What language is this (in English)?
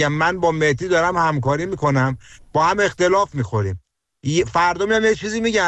Persian